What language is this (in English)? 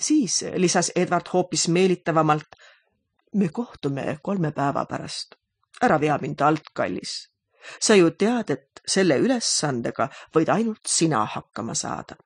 Estonian